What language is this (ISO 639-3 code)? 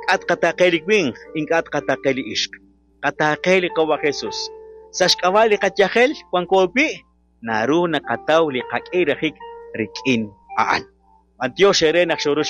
kek